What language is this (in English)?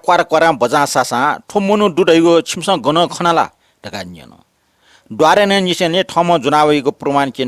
Newari